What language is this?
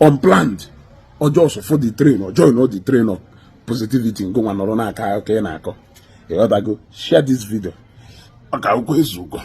Igbo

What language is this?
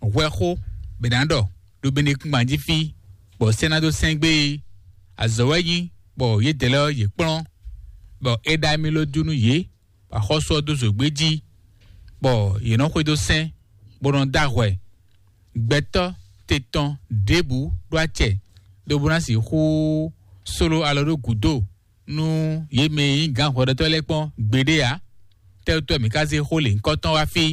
Fon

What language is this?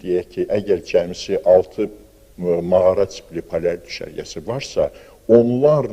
Azerbaijani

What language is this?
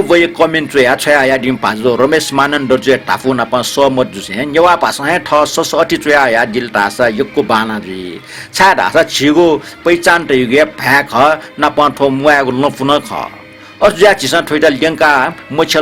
Newari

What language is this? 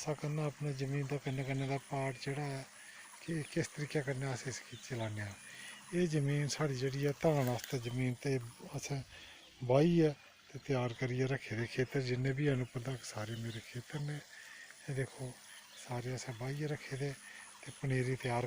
Dogri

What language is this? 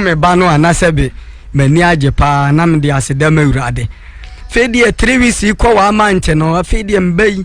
Akan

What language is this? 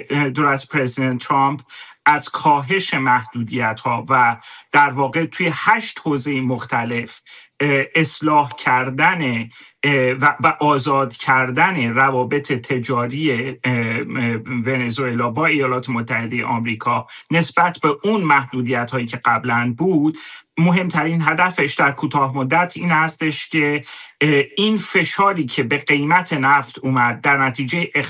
Persian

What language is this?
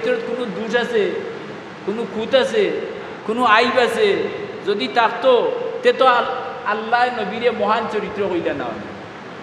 Sylheti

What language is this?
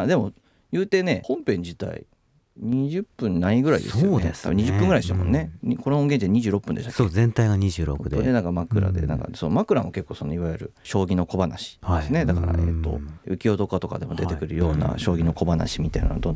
Japanese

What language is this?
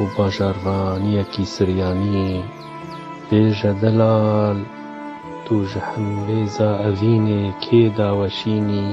Kurdish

